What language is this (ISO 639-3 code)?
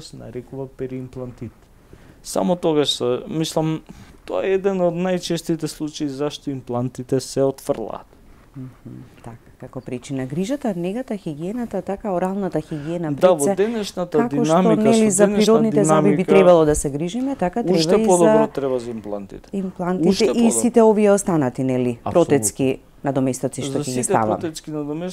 mkd